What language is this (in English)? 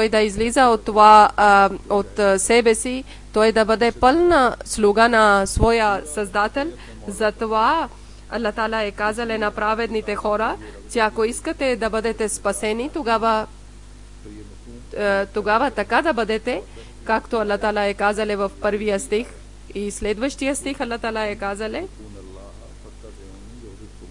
Bulgarian